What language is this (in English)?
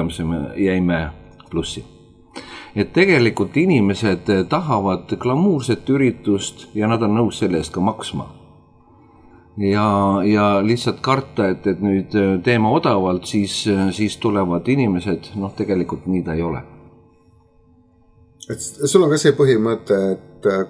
Estonian